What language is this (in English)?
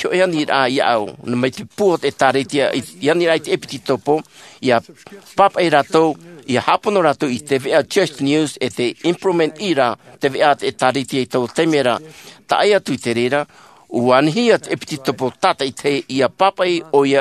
Tahitian